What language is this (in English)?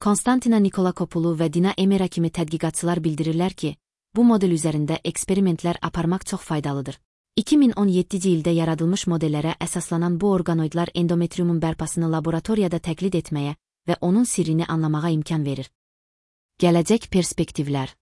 Azerbaijani